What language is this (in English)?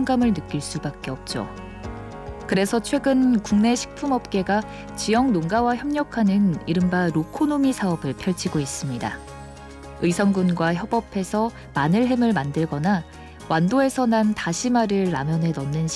Korean